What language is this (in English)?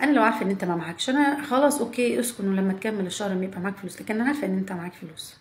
Egyptian Arabic